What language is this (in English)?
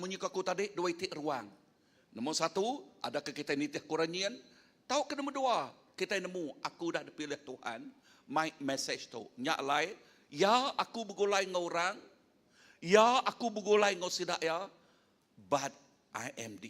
Iban